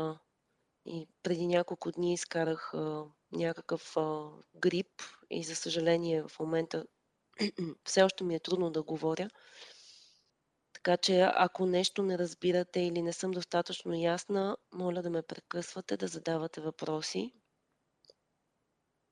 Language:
Bulgarian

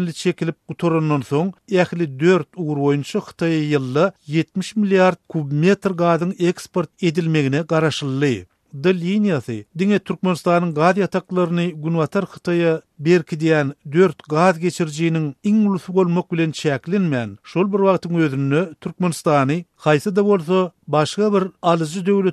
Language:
Turkmen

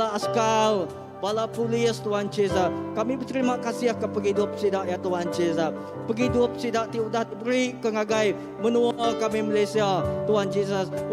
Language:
Iban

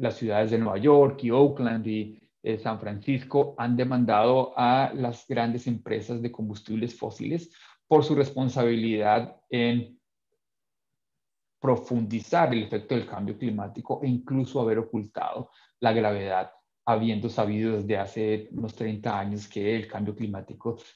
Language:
Spanish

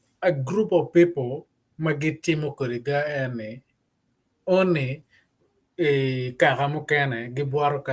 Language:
Acoli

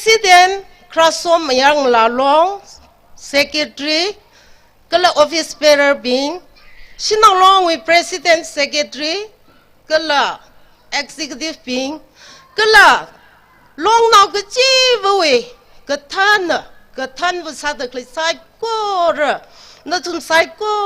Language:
Tangkhul Naga (India)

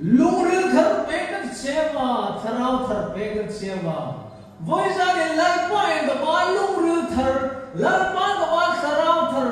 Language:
Hmar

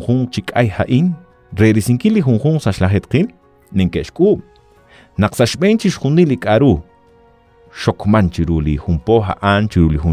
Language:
Kekchí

